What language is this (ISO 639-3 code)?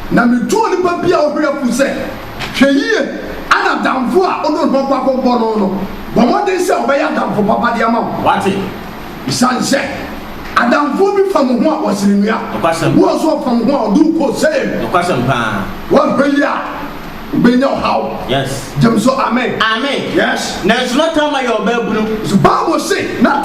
aka